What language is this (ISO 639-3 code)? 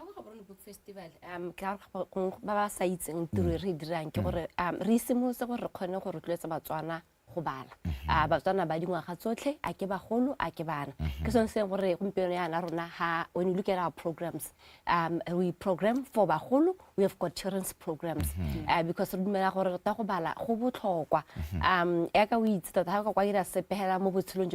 tsn